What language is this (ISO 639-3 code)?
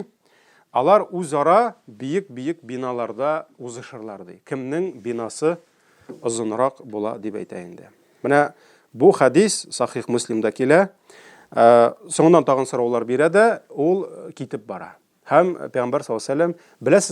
tat